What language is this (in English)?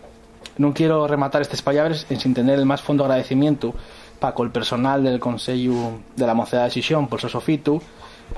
Asturian